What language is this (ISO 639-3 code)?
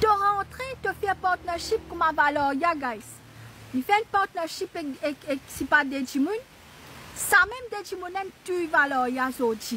mfe